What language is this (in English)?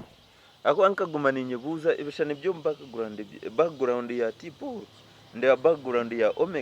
Nyankole